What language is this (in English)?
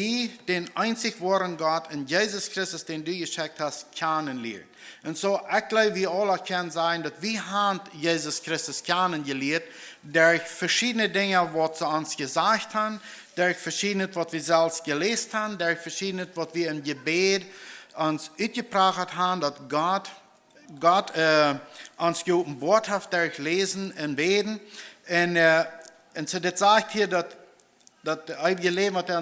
Plautdietsch